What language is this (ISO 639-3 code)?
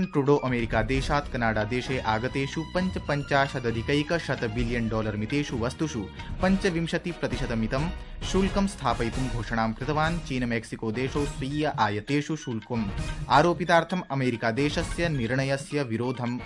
san